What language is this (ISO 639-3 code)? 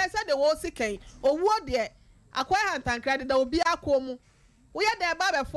aka